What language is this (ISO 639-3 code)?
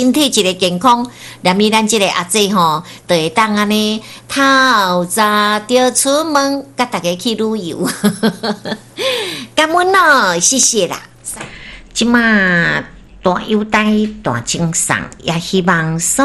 nan